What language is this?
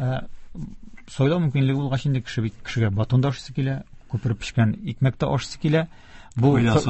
Tatar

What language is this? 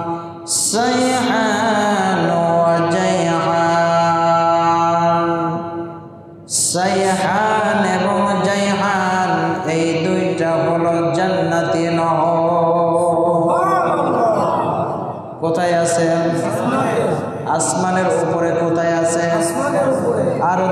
Bangla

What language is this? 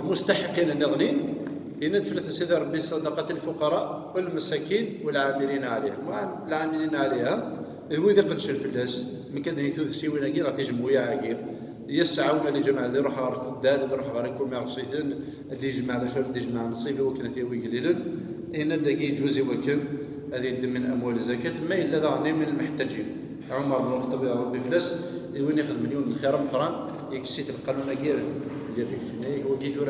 Kabyle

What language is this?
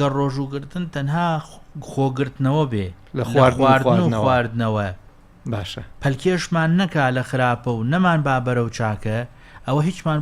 Central Kurdish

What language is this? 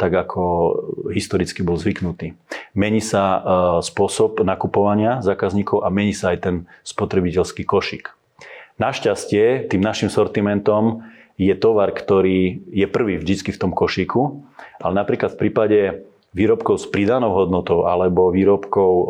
Slovak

